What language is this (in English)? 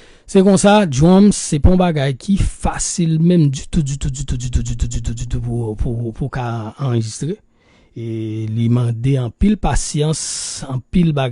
Haitian Creole